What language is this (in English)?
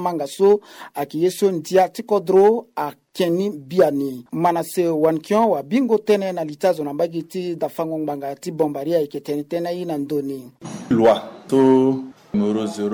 Sango